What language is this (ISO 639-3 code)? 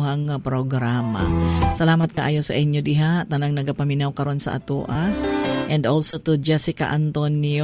ceb